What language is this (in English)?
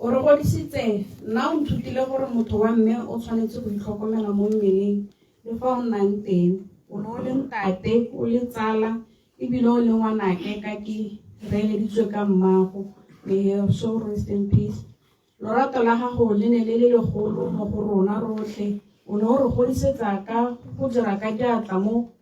Tswana